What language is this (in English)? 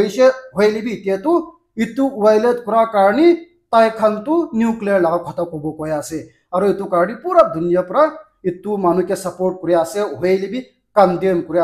Naga Pidgin